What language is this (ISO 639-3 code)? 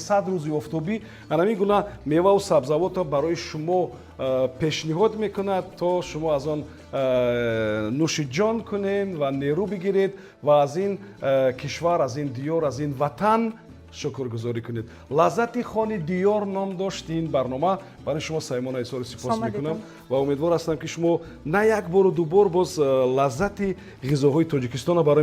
tgk